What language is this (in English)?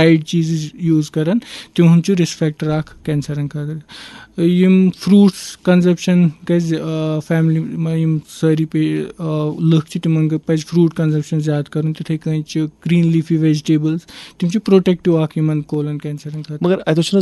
Kashmiri